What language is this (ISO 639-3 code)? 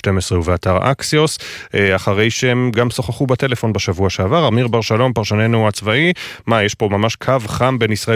heb